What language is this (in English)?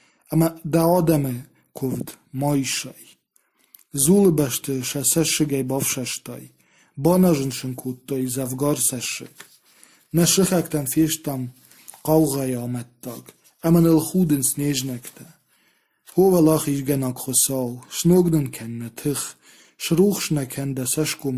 Ossetic